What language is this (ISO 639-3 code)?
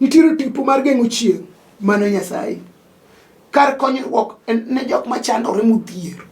luo